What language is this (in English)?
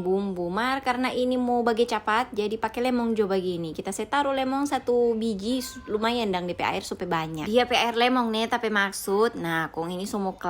Manado Malay